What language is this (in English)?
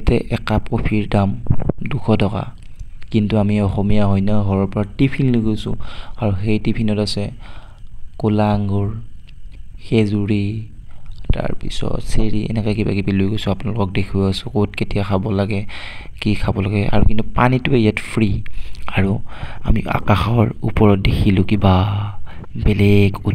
Assamese